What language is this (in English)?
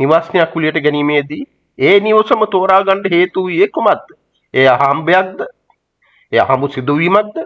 Sinhala